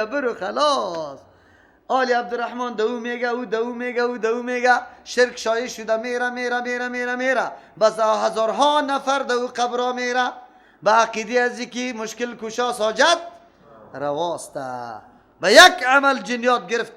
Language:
Persian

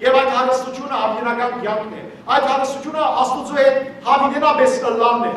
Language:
Western Armenian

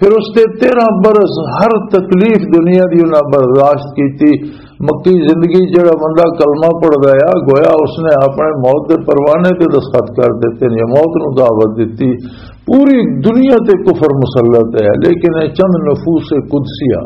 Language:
Western Panjabi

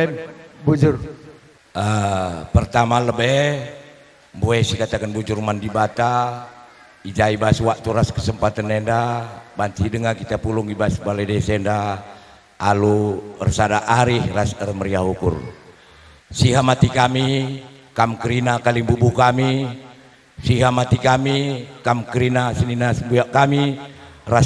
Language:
Batak Karo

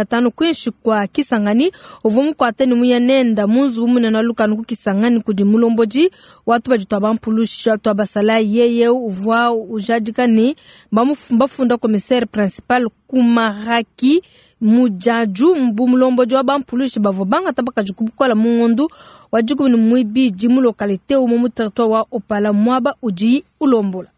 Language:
Luba-Lulua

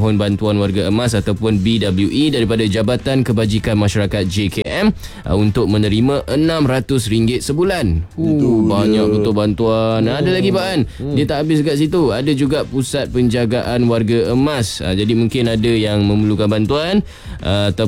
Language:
Malay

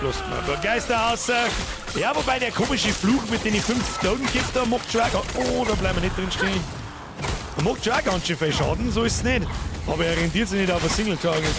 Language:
Bavarian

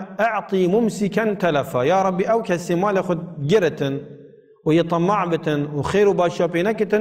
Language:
Kurdish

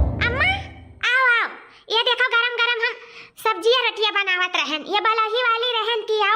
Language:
Awadhi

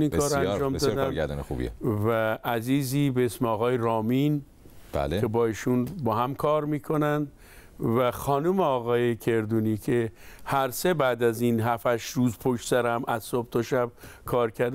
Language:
Persian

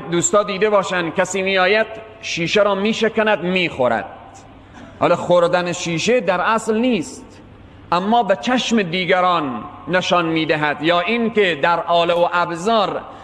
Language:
Tajik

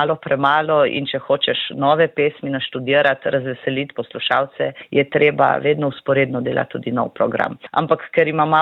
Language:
Slovenian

